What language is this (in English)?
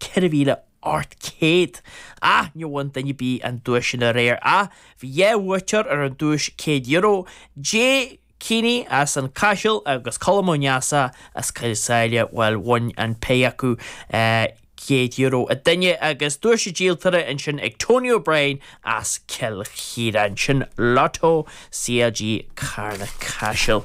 Irish